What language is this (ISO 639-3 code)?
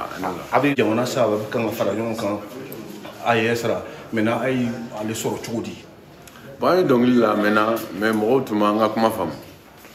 bam